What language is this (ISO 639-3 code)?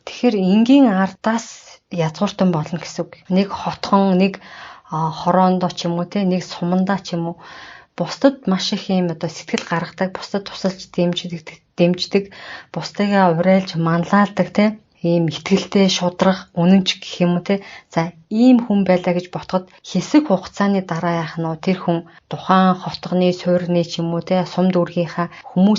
mon